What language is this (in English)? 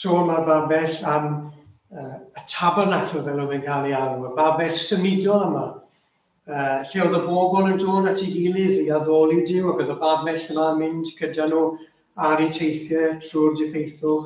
Welsh